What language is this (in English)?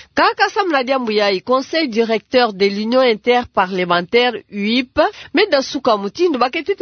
Kituba (Democratic Republic of Congo)